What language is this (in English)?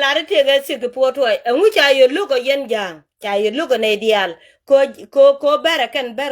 Nuer